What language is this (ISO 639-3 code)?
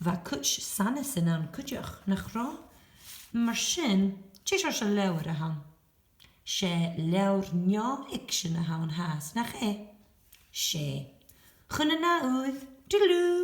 gla